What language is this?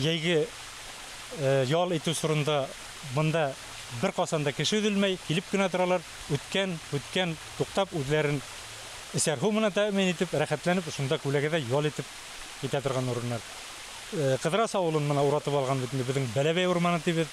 Bashkir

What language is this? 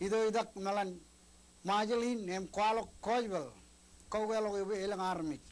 Marshallese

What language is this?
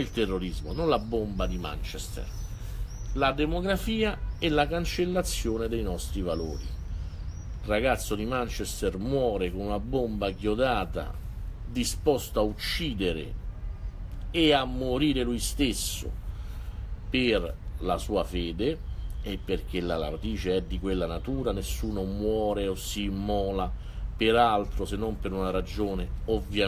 Italian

